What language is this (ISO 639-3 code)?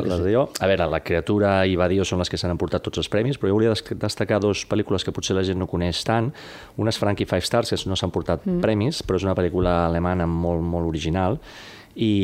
cat